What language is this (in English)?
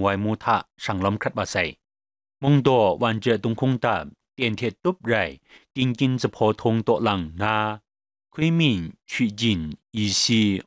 Kachin